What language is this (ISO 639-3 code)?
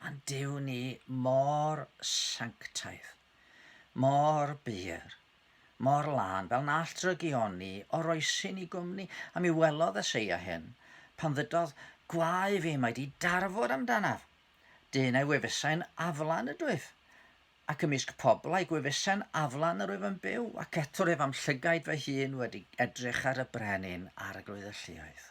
cym